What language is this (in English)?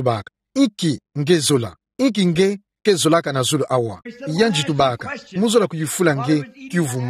Kituba (Democratic Republic of Congo)